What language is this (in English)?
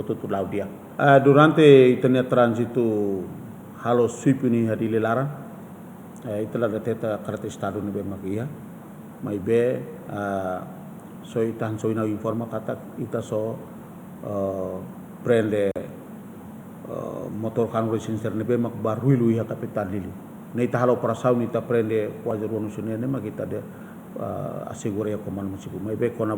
Tetum